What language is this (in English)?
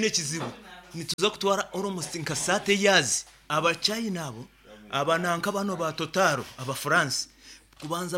Nyankole